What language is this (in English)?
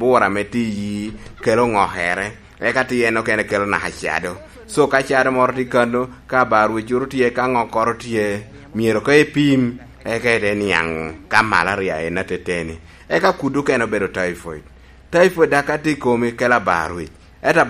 Lango (Uganda)